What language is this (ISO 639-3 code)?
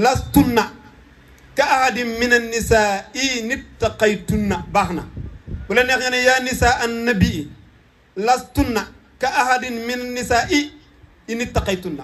wol